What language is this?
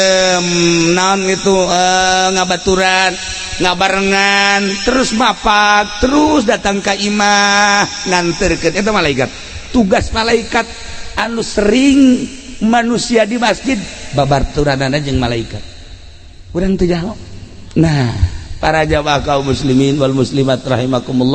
Sundanese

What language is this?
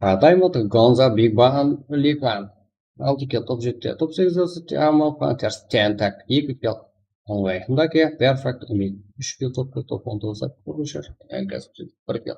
Kara-Kalpak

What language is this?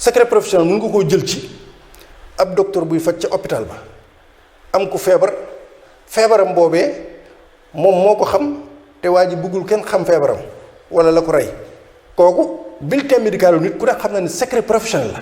Wolof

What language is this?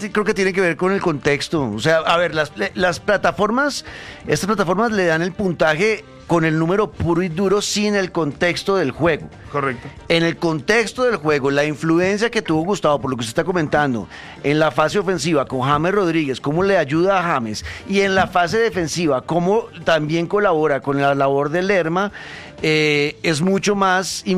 Spanish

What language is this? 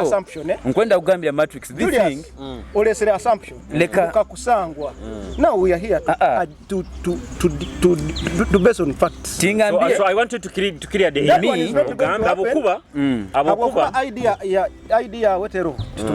Nyoro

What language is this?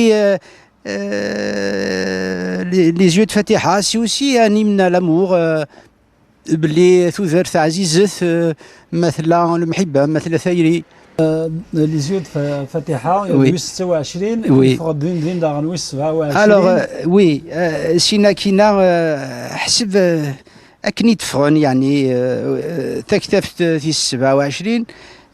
Kabyle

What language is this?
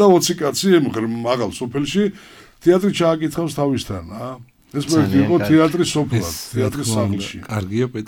Georgian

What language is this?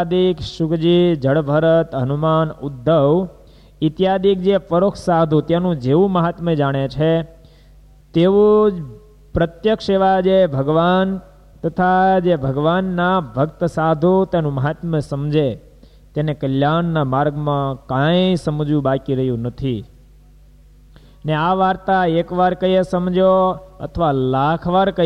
Gujarati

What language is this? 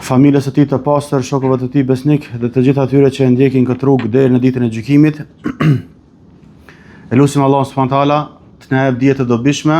Albanian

